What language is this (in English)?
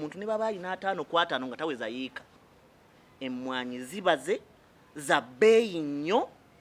Ganda